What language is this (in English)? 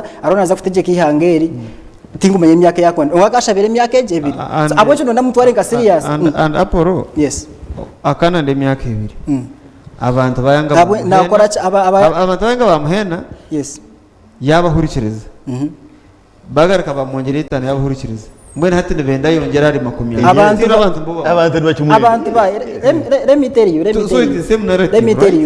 Nyankole